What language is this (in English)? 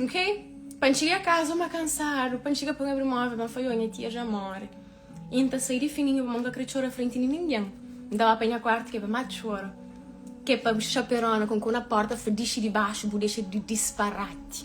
Kabuverdianu